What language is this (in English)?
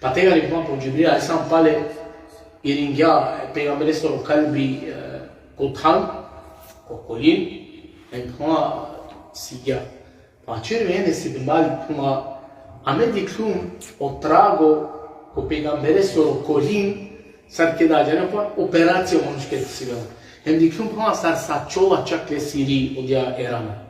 Balkan Romani